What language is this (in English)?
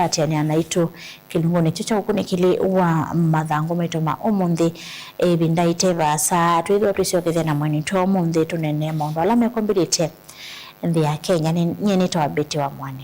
Kamba